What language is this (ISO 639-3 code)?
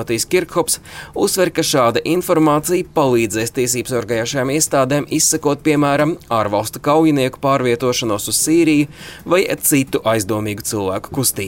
lav